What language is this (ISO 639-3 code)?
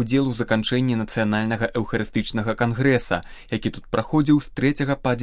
bel